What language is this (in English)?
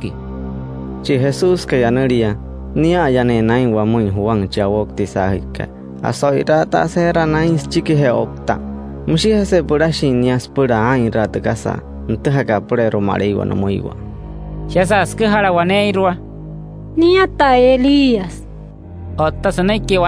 Wayuu